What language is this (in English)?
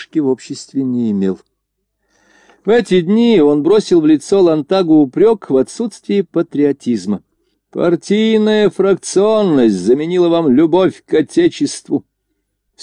Russian